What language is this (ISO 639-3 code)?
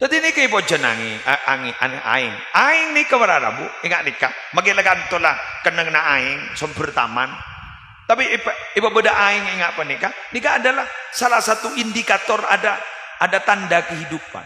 mad